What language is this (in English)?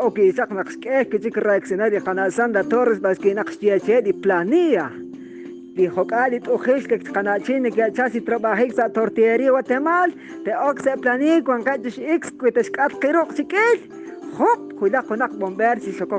Kekchí